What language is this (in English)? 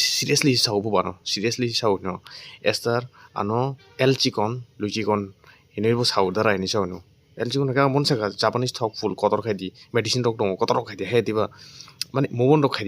Kok Borok